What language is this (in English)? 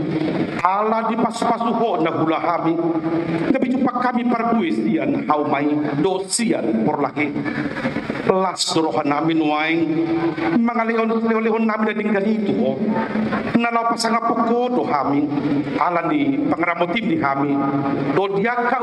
Batak Toba